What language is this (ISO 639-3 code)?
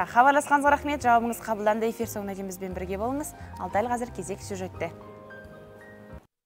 kaz